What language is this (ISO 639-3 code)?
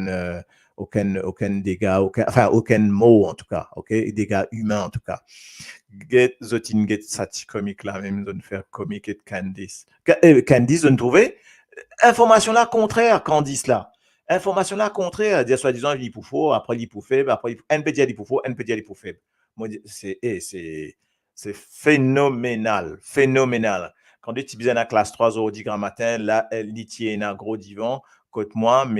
mfe